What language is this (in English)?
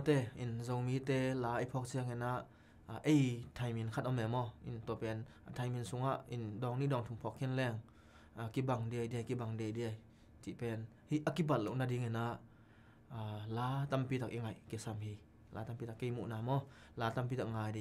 Tedim Chin